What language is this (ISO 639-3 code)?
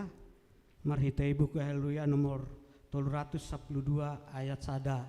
bts